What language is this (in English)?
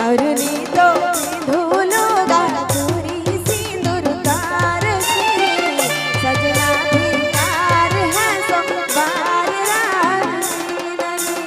Sadri